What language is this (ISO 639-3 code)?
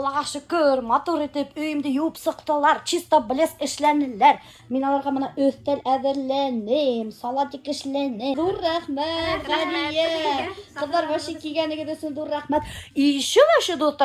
bak